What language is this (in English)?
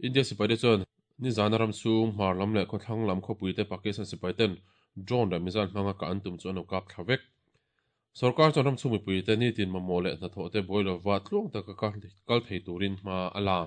Mizo